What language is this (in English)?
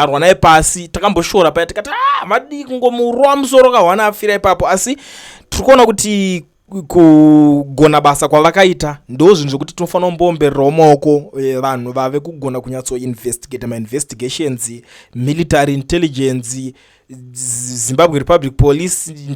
Shona